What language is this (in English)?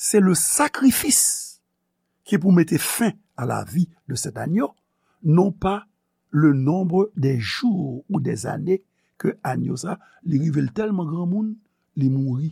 Haitian Creole